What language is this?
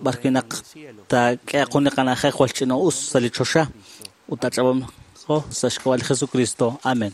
Kekchí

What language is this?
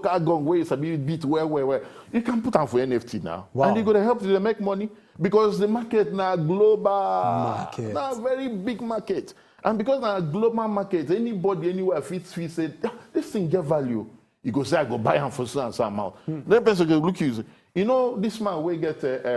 Nigerian Pidgin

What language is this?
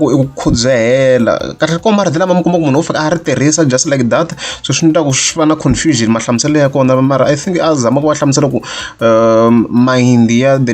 Tsonga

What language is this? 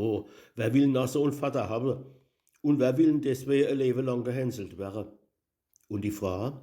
Palatine German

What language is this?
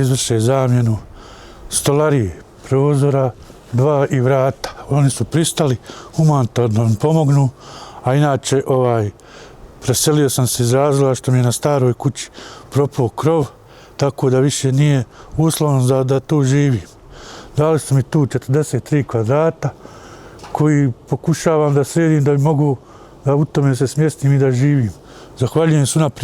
Bosnian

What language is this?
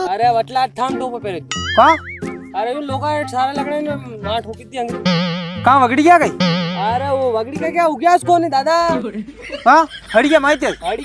Rajasthani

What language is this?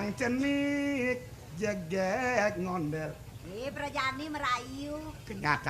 Balinese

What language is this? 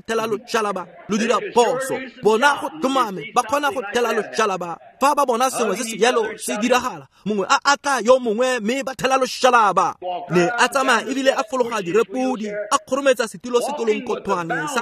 Tswana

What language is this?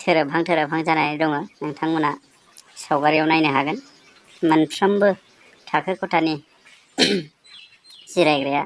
Bodo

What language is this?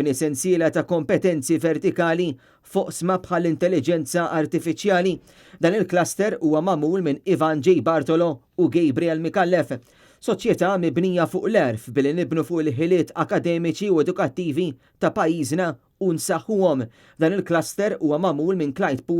Maltese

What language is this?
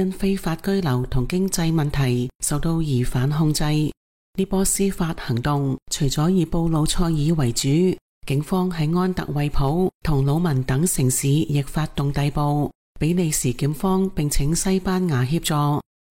Cantonese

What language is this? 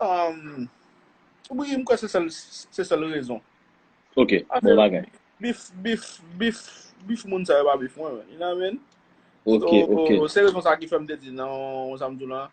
Haitian Creole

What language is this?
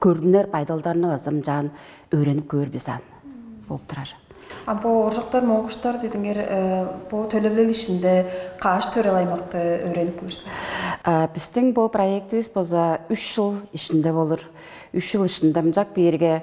Tuvinian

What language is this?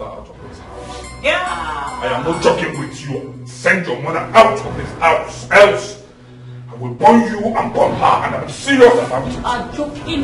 Nigerian Pidgin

